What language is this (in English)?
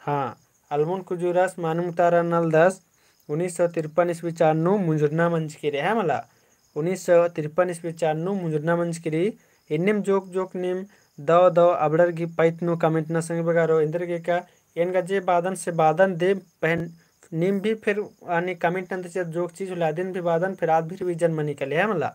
Kurukh